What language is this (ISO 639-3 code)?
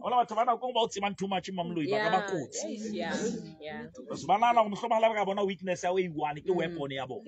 sot